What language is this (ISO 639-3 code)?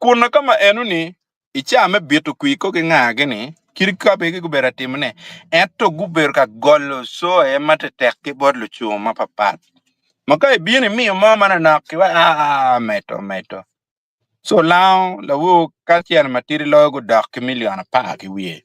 ach